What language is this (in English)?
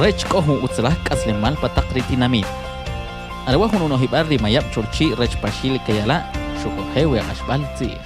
Kʼicheʼ